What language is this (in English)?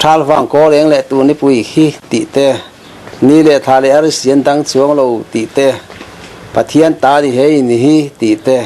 Mizo